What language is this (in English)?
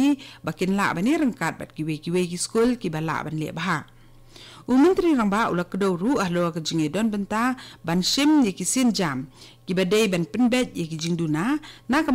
Khasi